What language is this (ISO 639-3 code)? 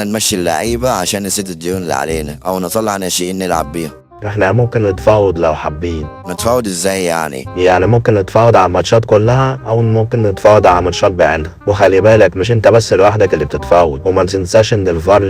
arz